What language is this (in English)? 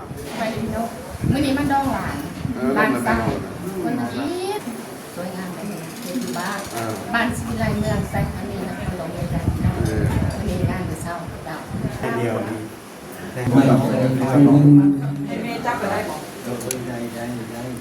Lao